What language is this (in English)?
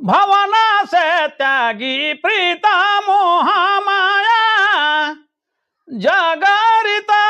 Sadri